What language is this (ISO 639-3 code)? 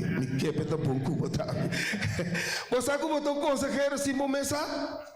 pap